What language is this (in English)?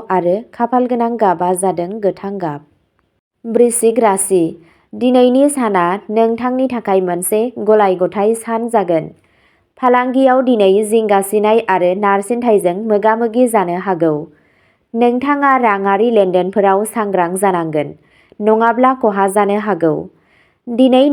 Bodo